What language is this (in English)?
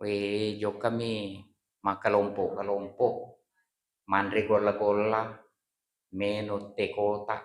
Buginese